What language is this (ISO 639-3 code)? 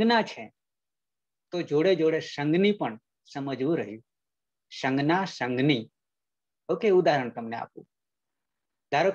guj